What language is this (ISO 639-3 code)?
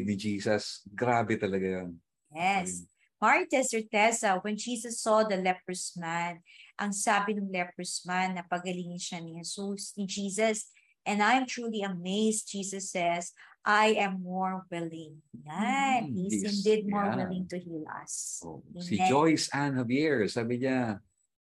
fil